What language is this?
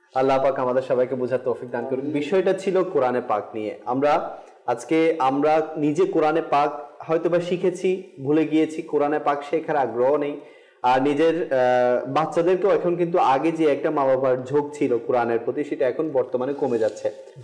Bangla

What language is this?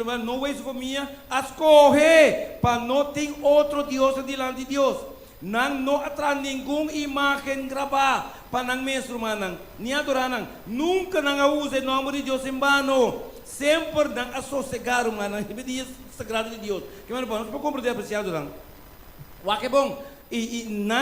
Papiamento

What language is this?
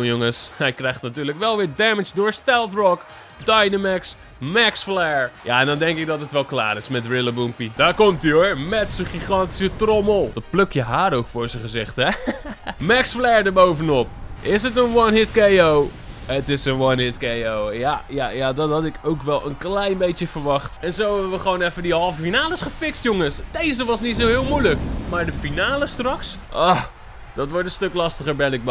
Dutch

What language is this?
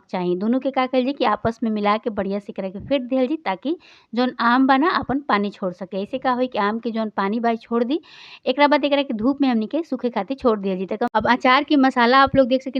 Bhojpuri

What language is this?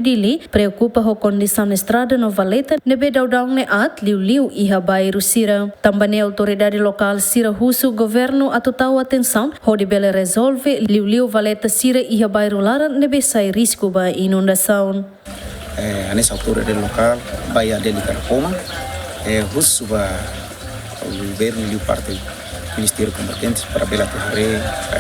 Tetum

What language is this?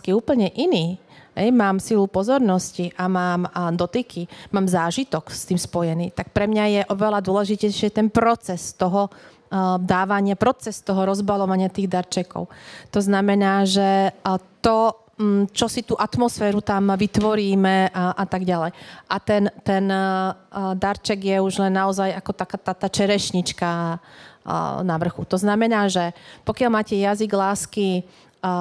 Slovak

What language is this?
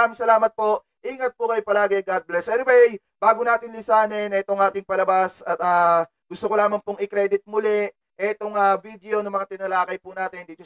Filipino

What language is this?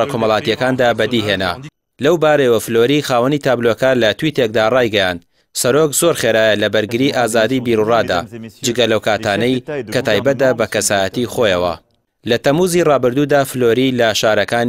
Central Kurdish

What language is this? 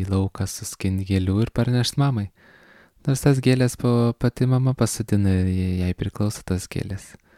Lithuanian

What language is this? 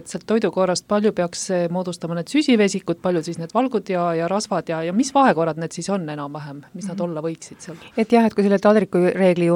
Estonian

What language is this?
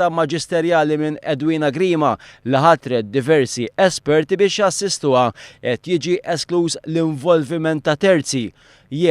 Maltese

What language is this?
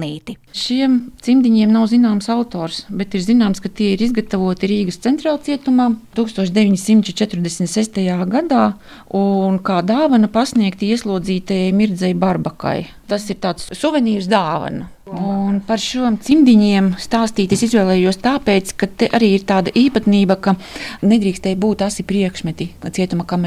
Latvian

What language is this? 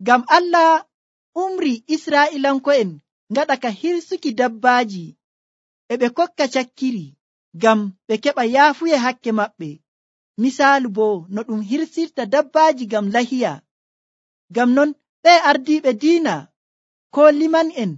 Nigerian Fulfulde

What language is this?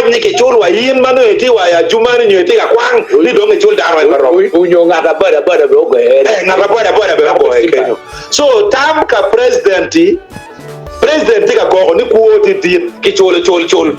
Acoli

